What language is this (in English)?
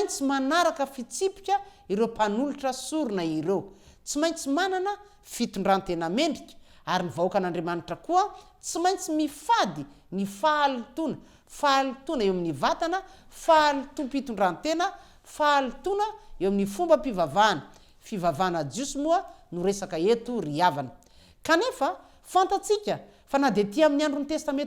Malagasy